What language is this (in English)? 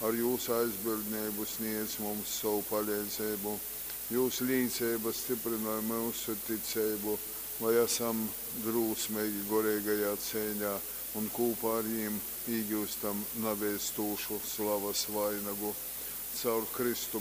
Latgalian